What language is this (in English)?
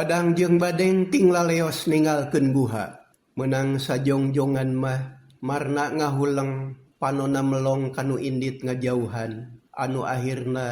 Sundanese